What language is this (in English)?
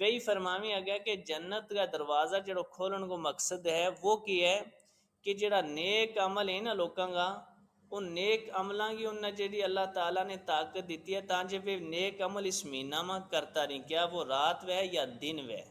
Gujari